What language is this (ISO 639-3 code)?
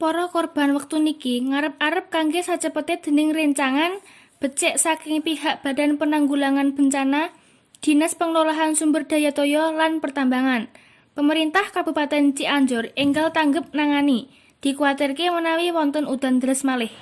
jav